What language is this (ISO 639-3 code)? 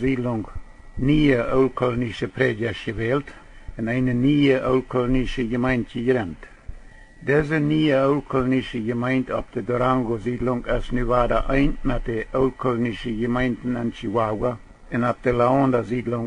pdt